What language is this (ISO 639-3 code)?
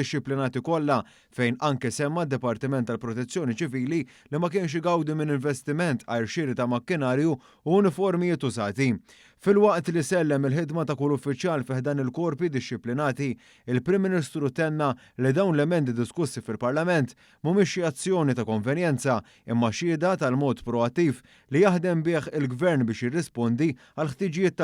mlt